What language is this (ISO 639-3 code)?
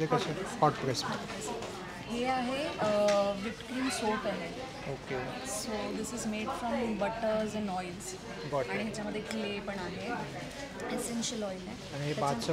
mar